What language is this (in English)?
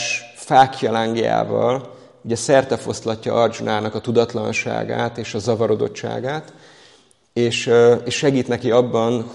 Hungarian